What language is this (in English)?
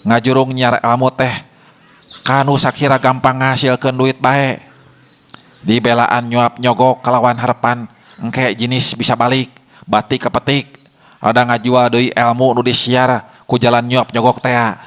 Sundanese